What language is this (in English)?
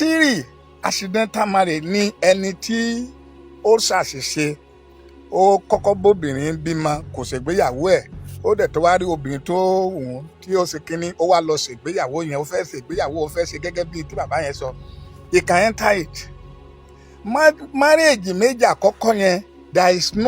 Yoruba